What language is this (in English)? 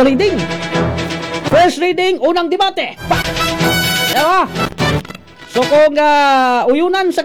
Cebuano